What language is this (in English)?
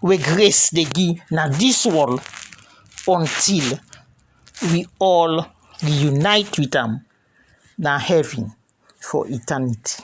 Krio